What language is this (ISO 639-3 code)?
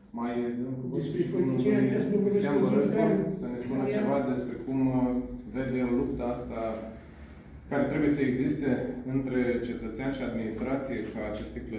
ron